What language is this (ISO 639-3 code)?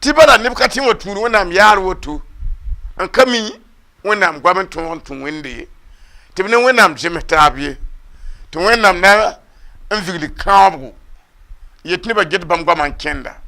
mos